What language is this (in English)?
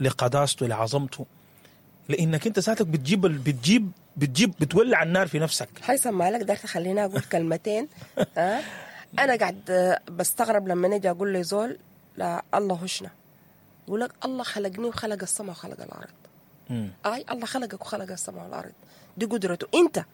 Sudanese Arabic